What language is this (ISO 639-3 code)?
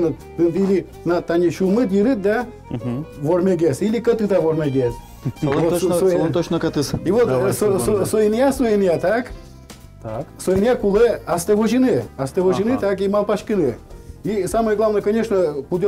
udm